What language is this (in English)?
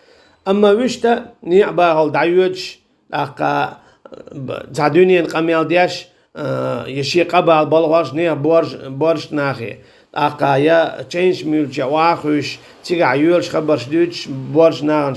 Chechen